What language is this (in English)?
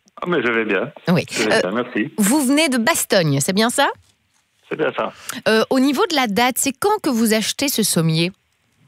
French